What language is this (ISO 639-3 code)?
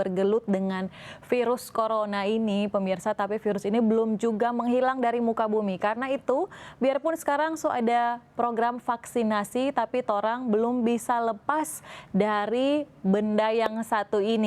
xmm